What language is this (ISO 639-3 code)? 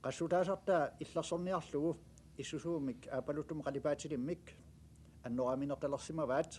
kal